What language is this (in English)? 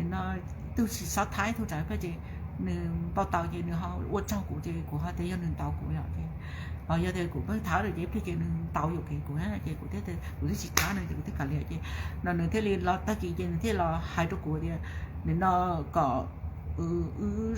Hmong